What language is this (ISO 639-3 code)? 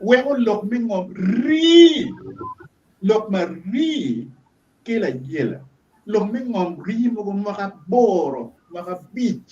ach